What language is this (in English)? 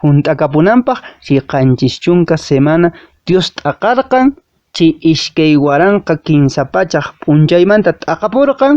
Quechua